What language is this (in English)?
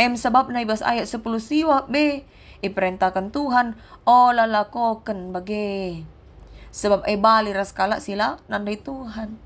Batak Karo